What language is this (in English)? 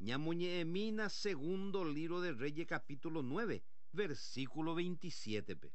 Guarani